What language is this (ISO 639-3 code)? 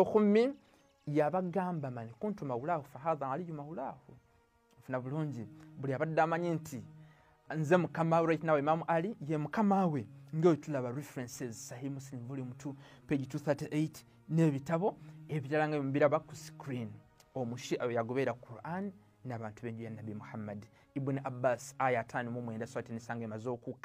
lug